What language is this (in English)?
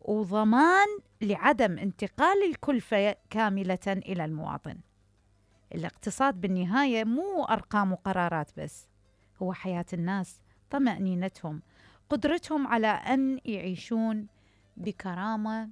Mesopotamian Arabic